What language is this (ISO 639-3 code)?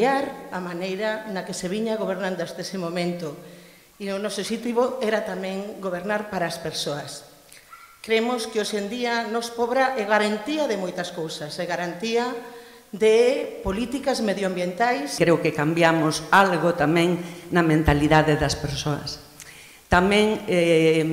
glg